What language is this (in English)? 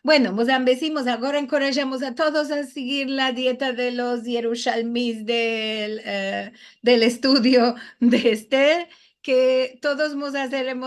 Ladino